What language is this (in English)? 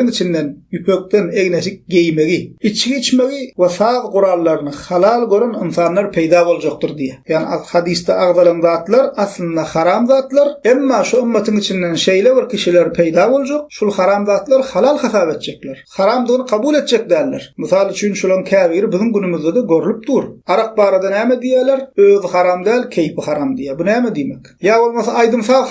Turkmen